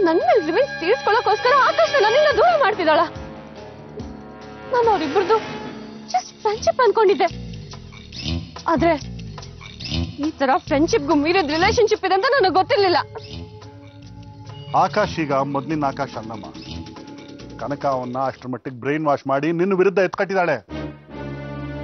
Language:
Kannada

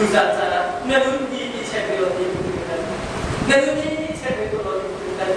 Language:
Hakha Chin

